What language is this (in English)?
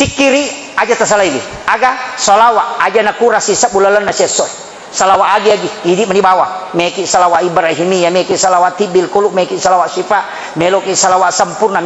Buginese